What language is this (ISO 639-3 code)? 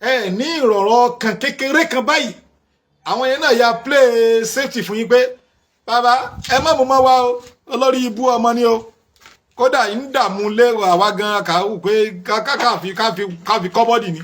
yor